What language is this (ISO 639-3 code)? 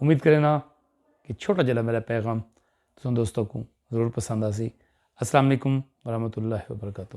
skr